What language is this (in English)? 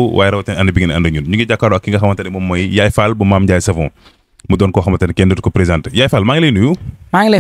Wolof